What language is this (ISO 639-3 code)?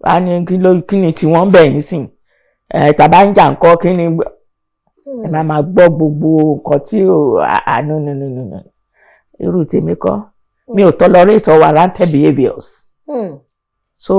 yor